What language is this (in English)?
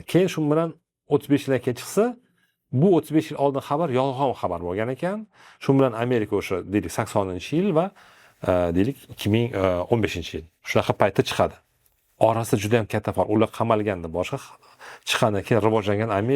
Uzbek